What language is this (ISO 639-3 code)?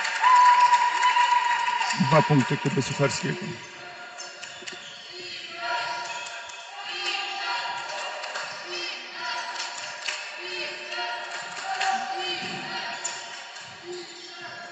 pol